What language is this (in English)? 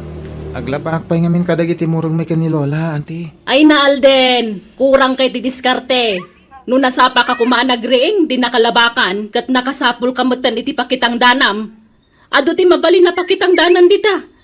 Iloko